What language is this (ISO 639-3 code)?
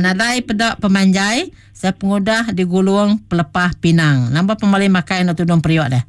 iba